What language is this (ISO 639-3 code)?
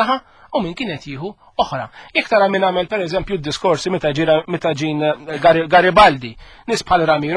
mlt